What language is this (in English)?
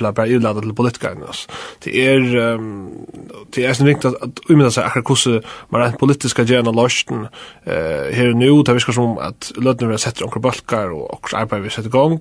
Faroese